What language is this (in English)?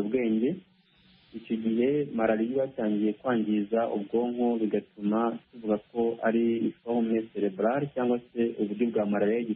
Kinyarwanda